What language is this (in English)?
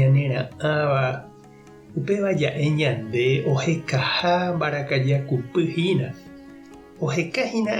Guarani